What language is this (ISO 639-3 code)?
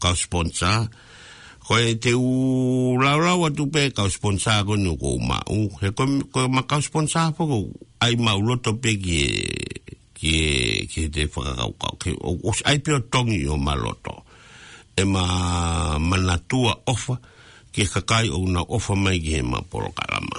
ton